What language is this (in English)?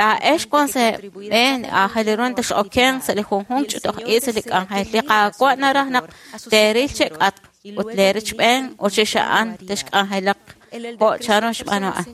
Kekchí